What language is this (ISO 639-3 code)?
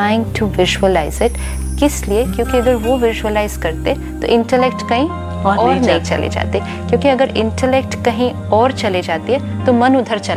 hin